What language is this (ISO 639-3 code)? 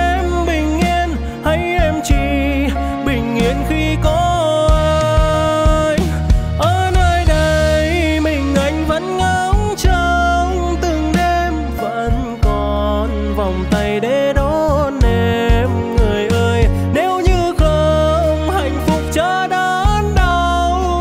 vie